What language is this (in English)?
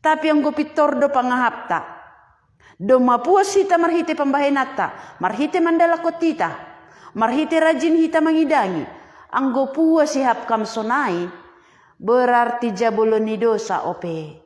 Batak Simalungun